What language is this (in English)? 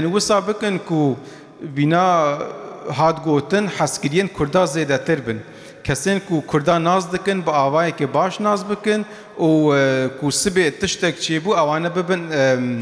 Kurdish